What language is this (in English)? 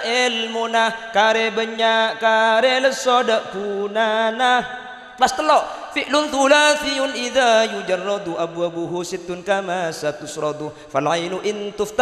Madurese